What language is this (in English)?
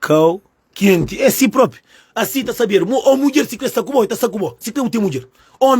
Kabuverdianu